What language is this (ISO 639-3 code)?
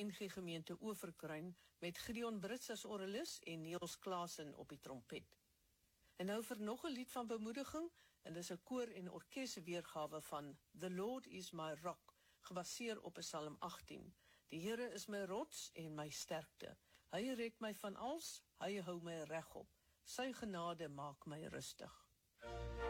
afr